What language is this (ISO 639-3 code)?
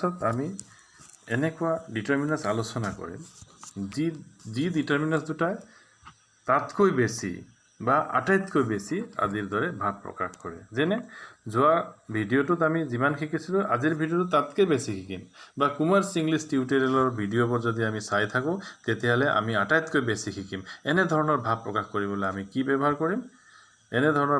asm